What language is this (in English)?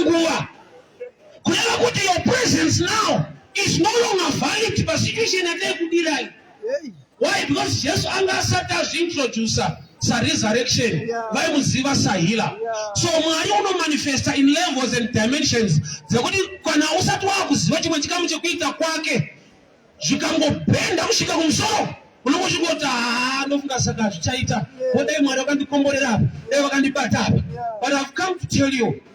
Shona